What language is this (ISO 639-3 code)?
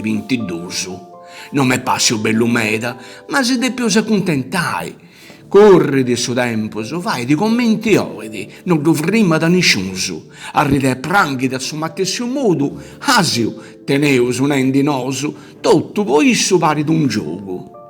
srd